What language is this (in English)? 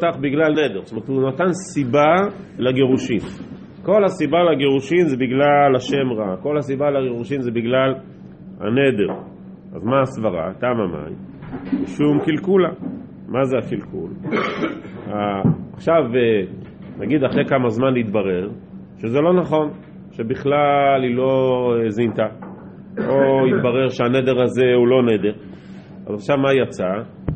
Hebrew